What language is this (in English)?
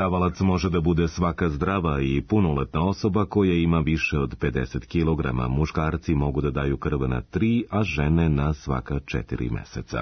Serbian